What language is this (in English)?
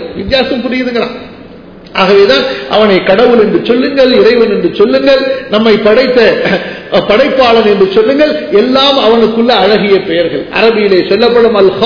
Tamil